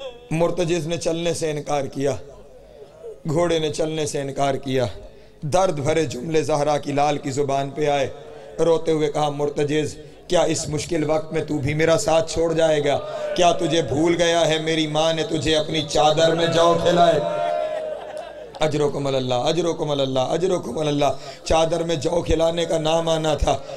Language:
Urdu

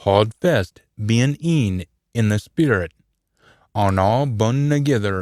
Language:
Scots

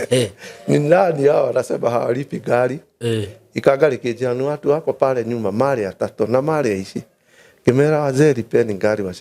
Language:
Kikuyu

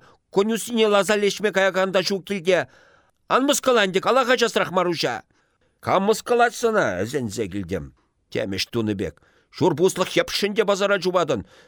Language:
Chuvash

